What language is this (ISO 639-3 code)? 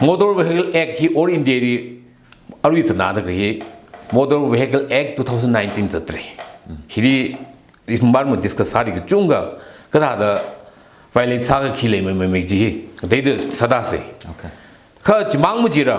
nmf